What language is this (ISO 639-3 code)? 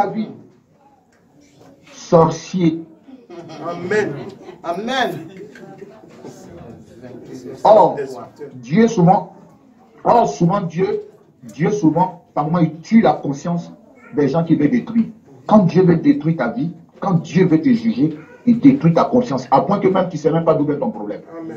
fra